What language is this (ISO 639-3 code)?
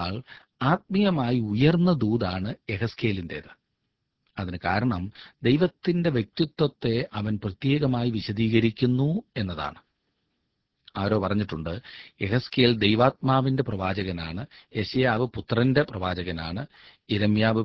mal